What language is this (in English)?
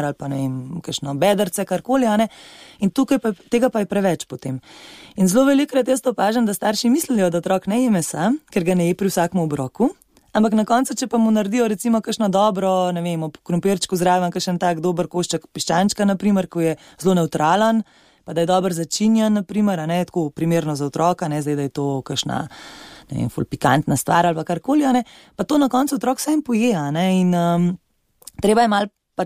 Slovenian